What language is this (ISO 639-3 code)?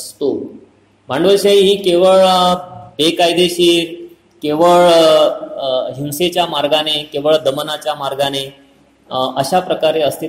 mar